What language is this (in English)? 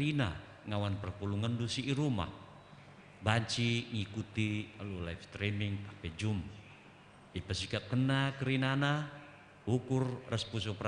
Batak Karo